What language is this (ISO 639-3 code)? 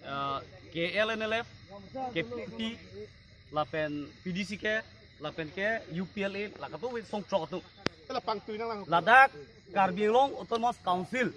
mjw